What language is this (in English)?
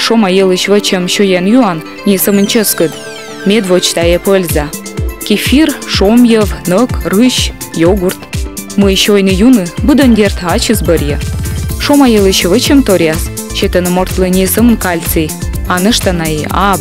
Komi